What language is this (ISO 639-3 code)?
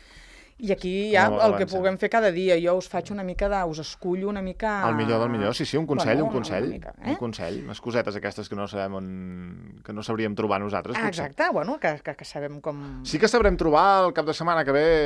cat